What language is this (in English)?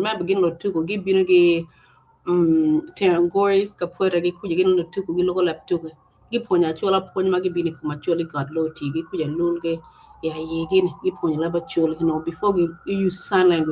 Acoli